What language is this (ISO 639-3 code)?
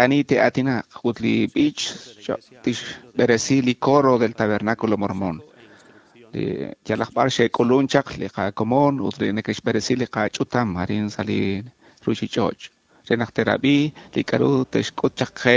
kek